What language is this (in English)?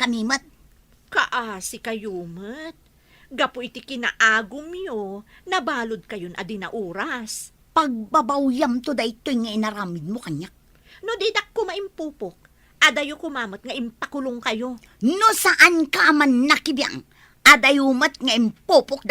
Iloko